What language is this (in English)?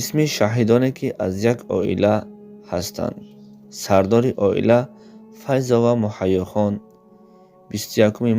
Tajik